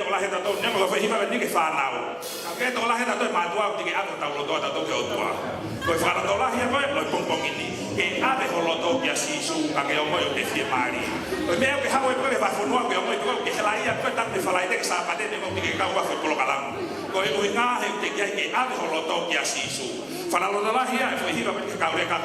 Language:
Tongan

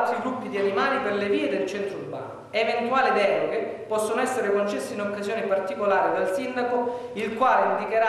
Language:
Italian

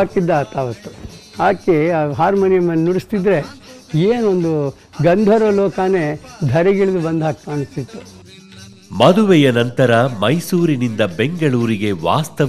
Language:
Kannada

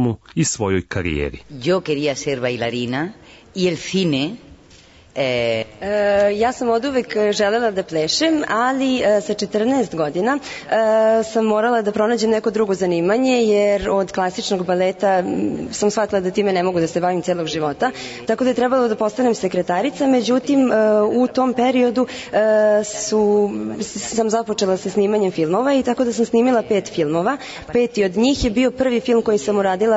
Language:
Serbian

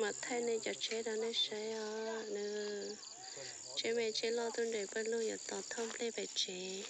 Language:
Hmong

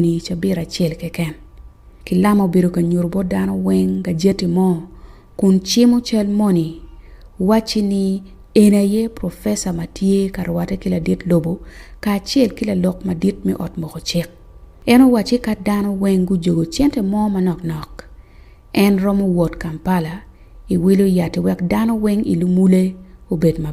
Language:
Acoli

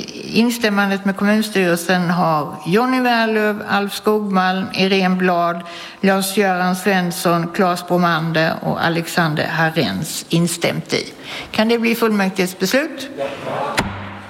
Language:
Swedish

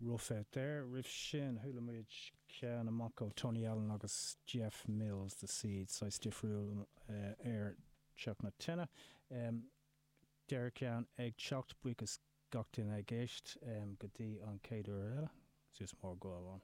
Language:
Irish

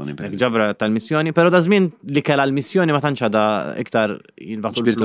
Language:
Maltese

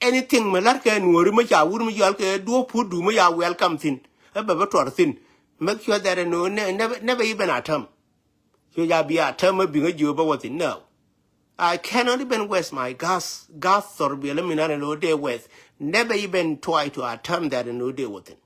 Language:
Nuer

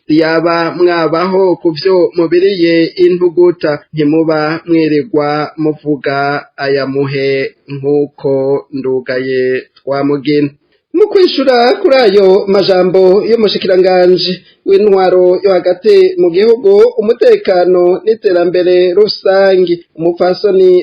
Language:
Rundi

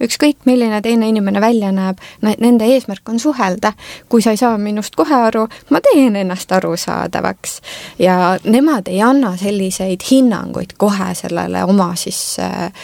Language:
Estonian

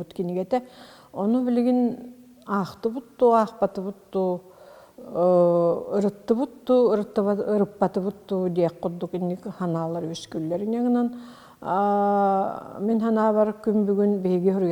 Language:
Yakut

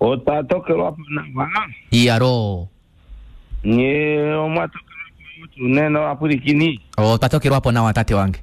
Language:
Kuanyama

